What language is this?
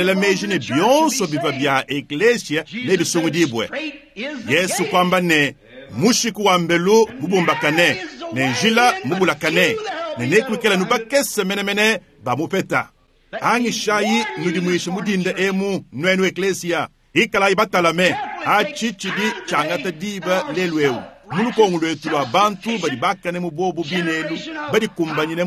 Luba-Lulua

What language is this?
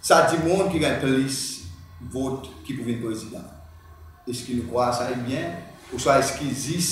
Seselwa Creole French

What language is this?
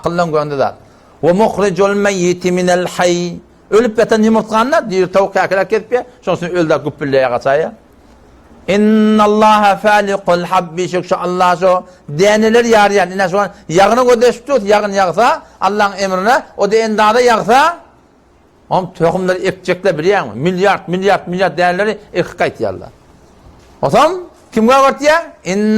Turkmen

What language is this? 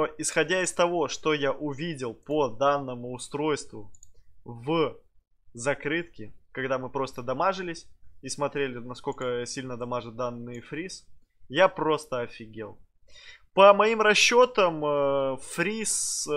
Russian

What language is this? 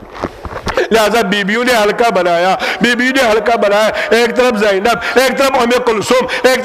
Urdu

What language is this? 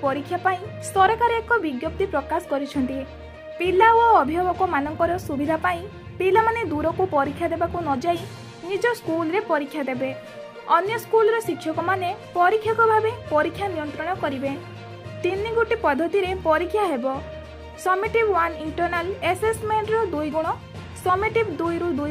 Odia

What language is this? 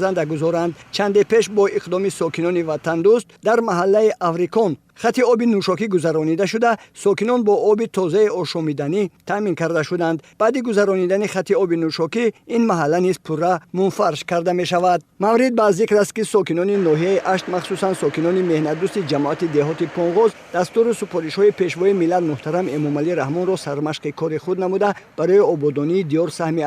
Tajik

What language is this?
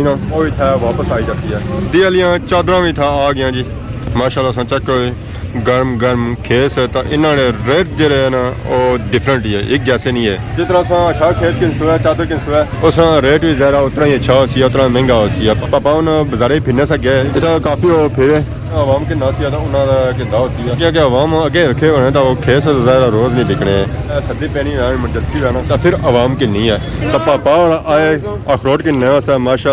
Pahari-Potwari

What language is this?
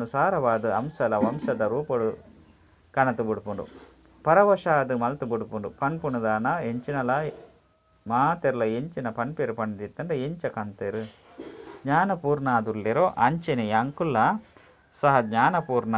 Tulu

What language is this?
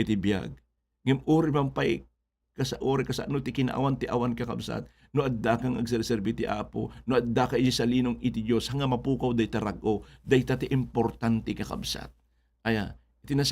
Iloko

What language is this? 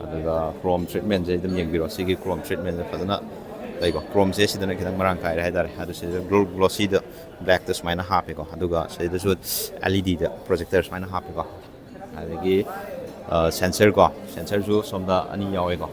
Manipuri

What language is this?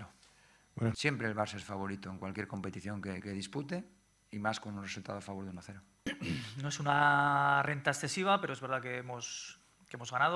Spanish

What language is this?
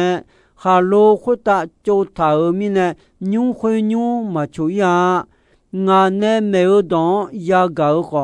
Akha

